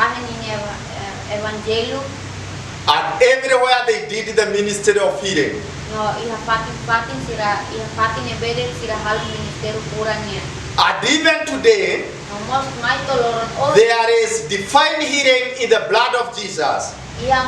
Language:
Tetum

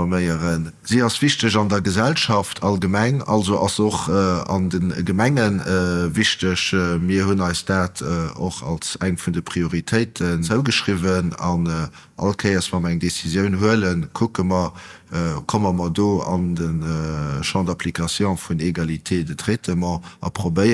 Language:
Luxembourgish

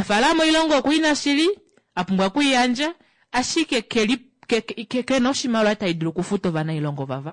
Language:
Kuanyama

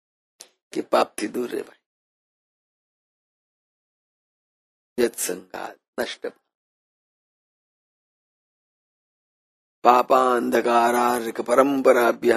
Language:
Gujarati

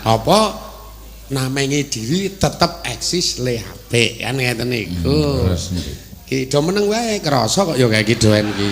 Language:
Javanese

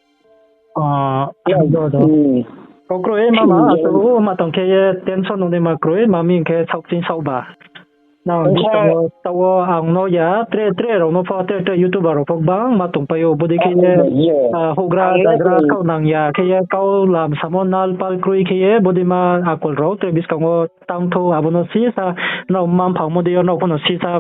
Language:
Riang (India)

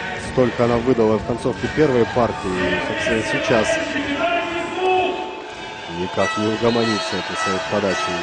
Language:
Russian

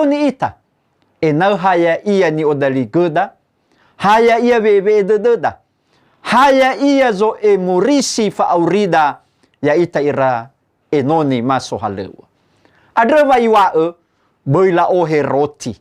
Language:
Nias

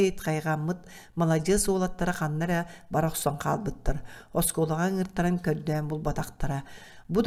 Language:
Yakut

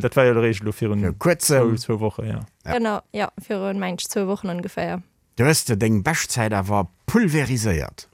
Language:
Luxembourgish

